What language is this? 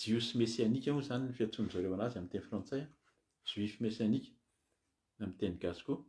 Malagasy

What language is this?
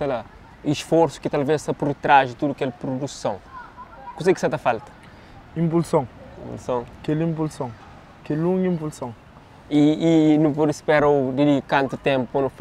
Kabuverdianu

